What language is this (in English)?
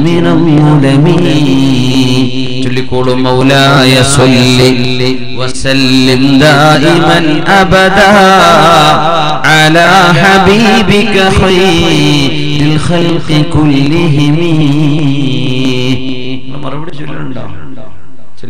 Malayalam